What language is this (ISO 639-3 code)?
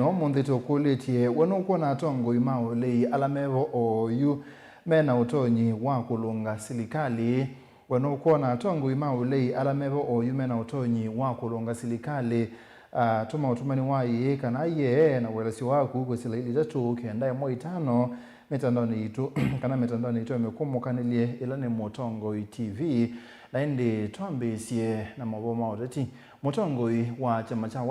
kam